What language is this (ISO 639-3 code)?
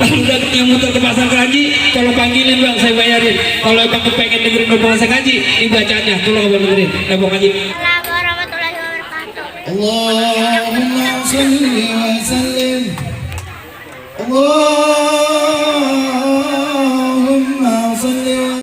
bew